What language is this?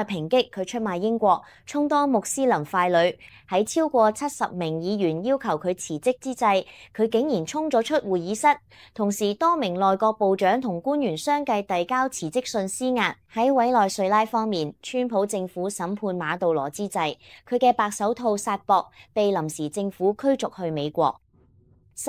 Cantonese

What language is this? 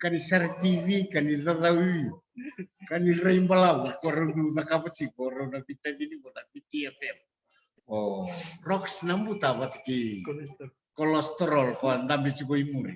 Fijian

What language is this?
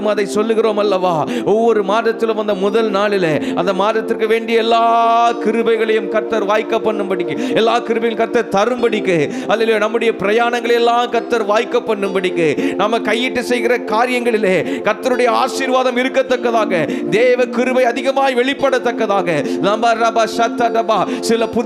Tamil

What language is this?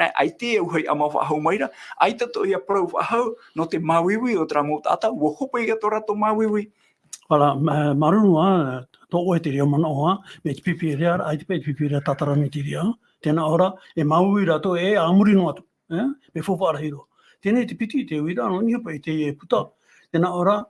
Tahitian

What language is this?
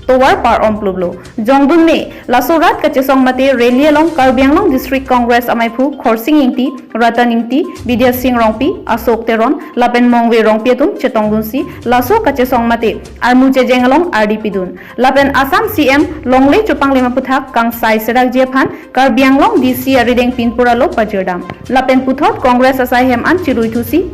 Karbi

